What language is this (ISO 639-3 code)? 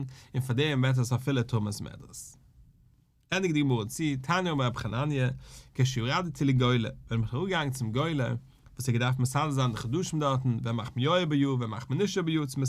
yid